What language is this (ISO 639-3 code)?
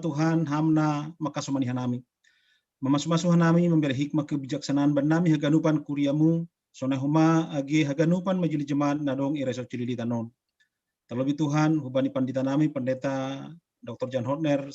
bts